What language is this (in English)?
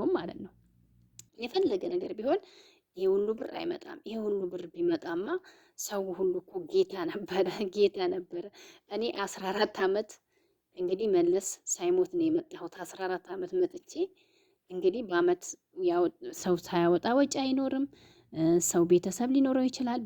Amharic